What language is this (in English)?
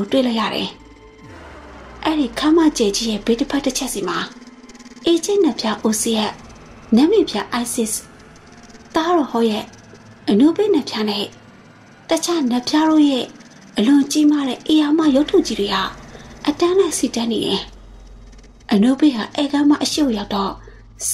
Burmese